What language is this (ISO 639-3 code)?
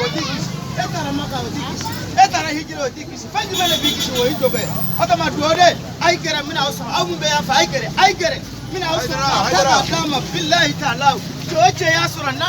bam